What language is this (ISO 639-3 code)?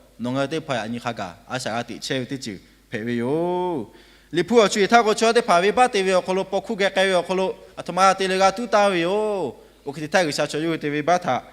lhu